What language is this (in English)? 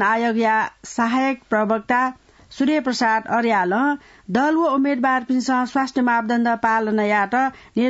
Newari